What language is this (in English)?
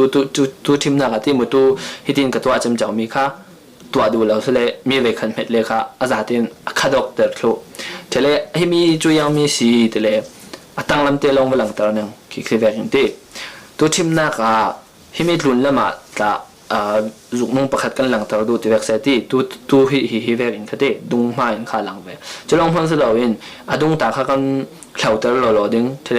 Falam Chin